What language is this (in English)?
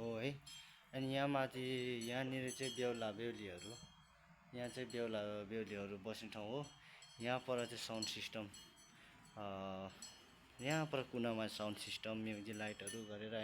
Nepali